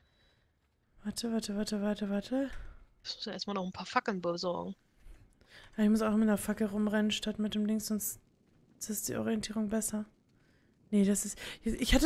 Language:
German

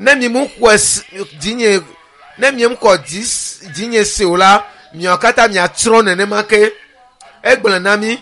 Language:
Ewe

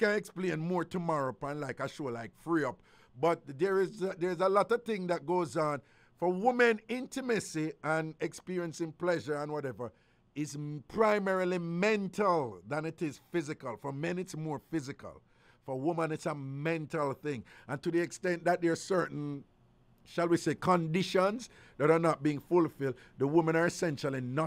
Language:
Jamaican Creole English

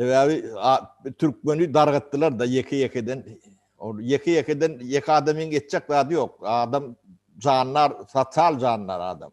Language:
Turkmen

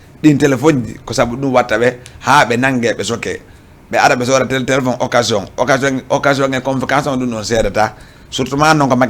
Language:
Fula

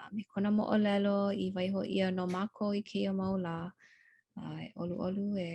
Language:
Hawaiian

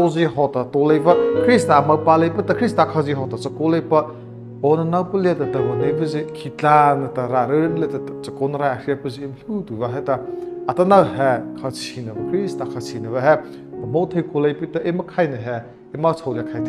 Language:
Mara Chin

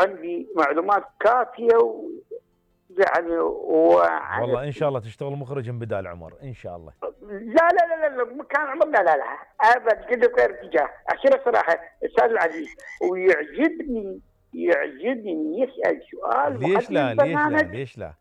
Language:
Mesopotamian Arabic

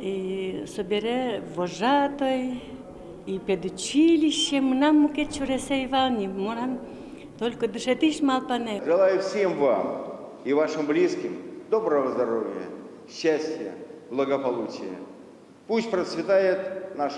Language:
Udmurt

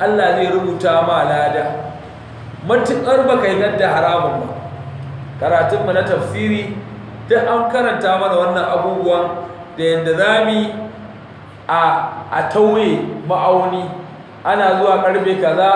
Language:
Hausa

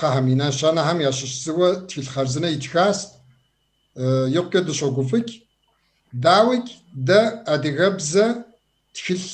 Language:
Kabardian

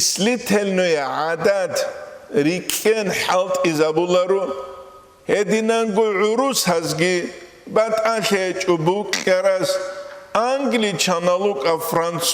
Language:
Avaric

